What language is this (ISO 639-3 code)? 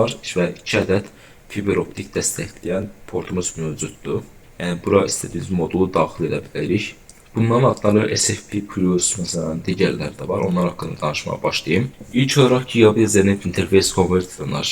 aze